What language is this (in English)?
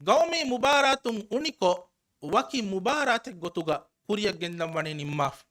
Divehi